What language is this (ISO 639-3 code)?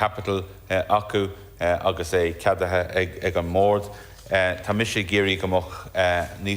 gle